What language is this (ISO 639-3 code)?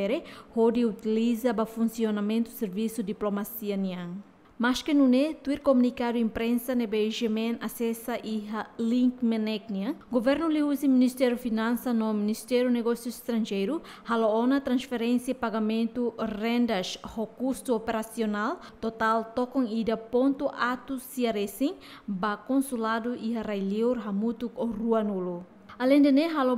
tet